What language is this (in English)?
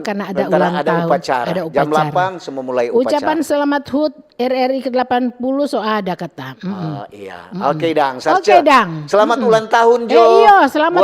Manado Malay